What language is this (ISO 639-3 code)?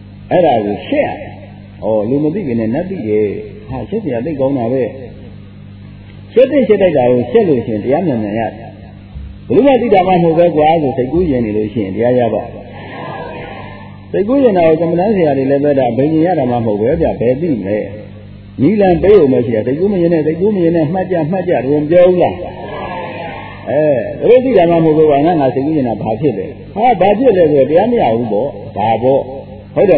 mya